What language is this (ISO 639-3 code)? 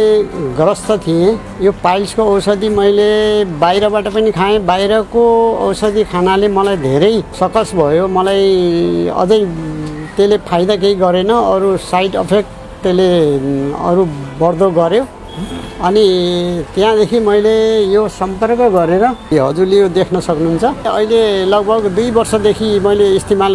nep